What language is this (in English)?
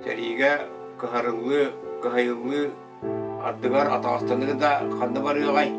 Yakut